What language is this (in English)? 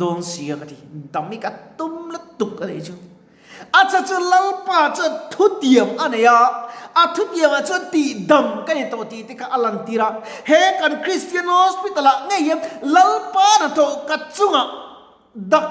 Mizo